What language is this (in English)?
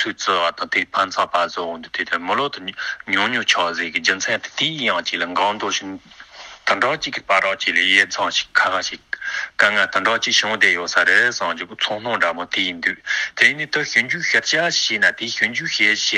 Tibetan